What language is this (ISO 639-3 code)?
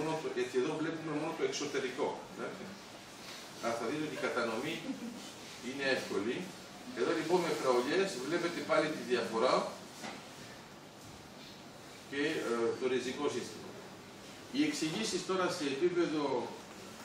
ell